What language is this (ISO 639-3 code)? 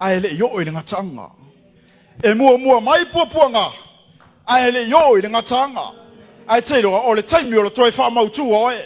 smo